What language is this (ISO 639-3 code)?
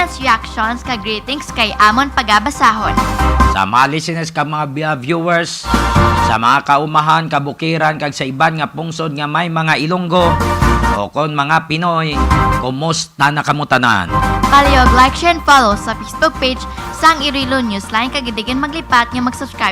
hil